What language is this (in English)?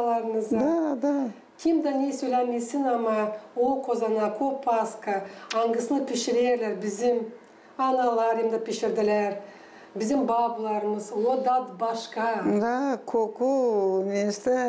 Gagauz